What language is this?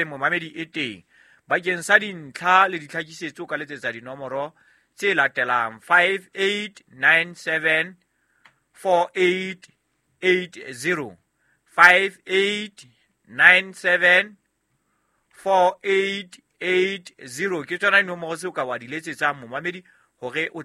Southern Sotho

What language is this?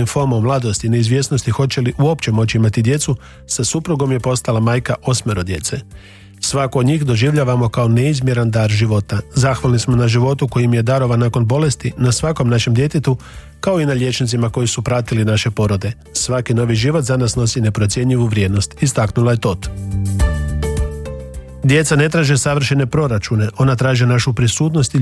Croatian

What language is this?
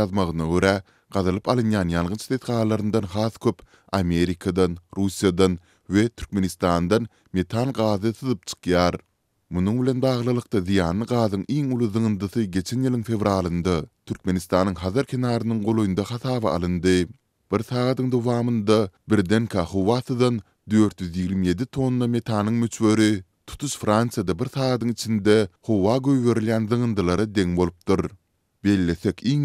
Turkmen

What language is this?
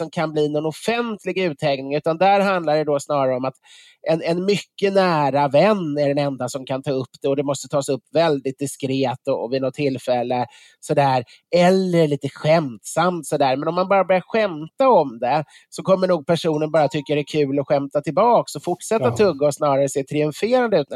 Swedish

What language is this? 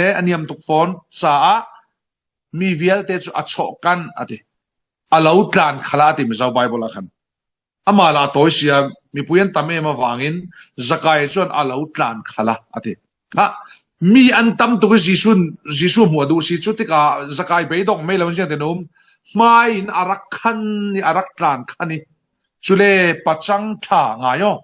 Falam Chin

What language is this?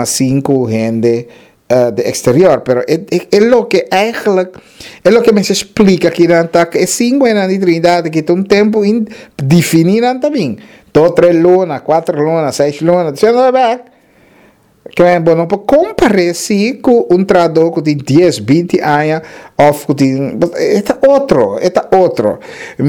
Papiamento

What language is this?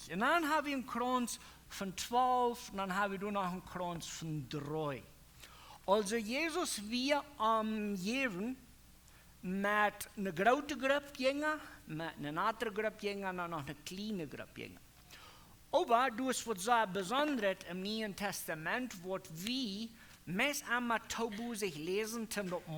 Plautdietsch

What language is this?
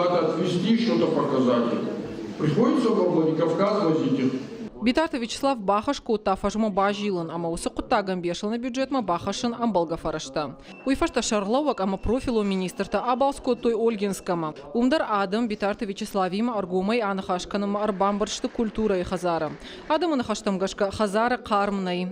Ossetic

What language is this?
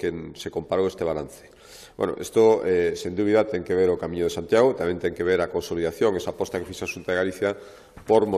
Galician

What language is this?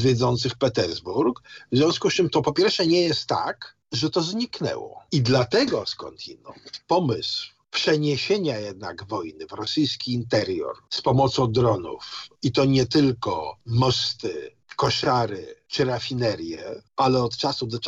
Polish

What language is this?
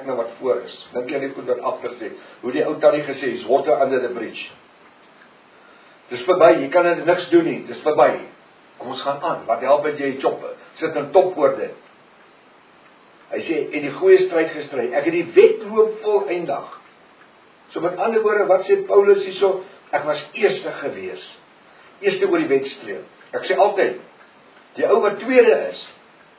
Afrikaans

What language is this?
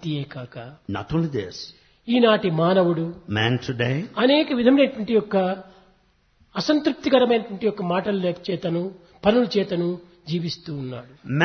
Telugu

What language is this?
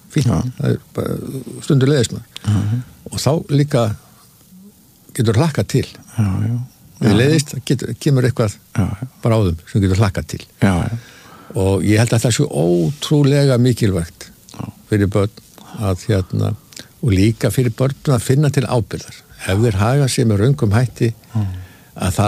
Icelandic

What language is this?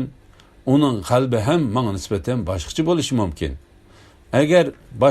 Uyghur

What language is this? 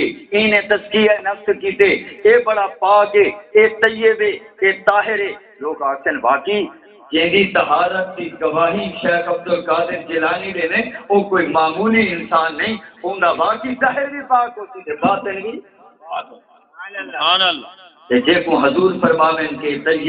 Saraiki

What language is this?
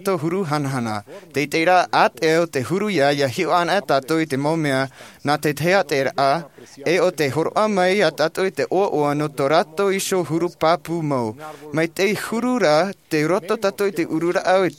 Tahitian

